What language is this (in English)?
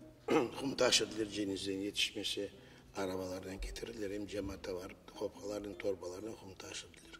Crimean Tatar